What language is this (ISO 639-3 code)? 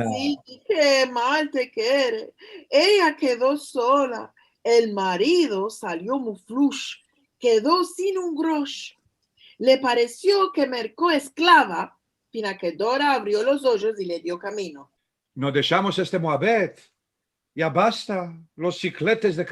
lad